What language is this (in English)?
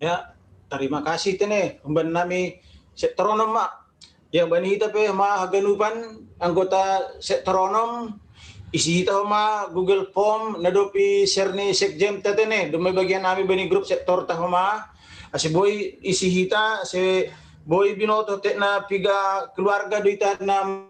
Batak Simalungun